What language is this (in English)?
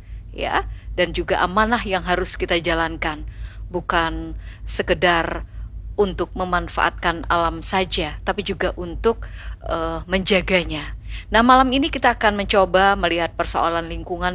Indonesian